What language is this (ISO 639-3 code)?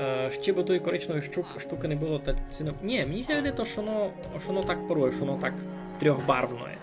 rue